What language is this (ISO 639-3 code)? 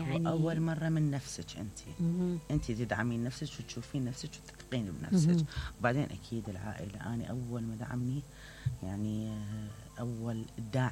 acm